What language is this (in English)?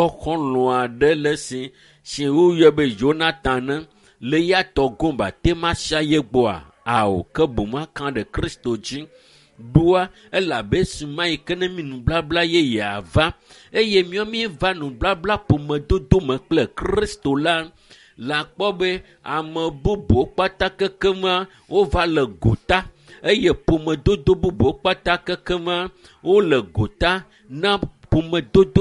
Ewe